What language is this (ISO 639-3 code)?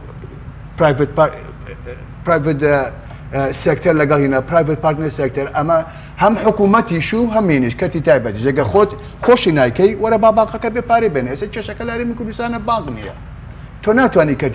ckb